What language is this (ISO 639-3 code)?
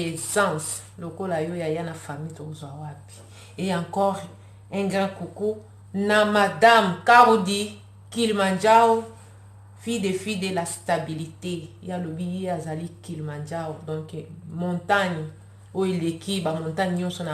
lin